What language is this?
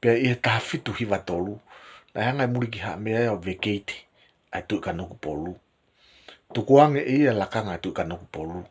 Tongan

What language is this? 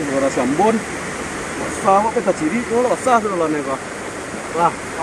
Minangkabau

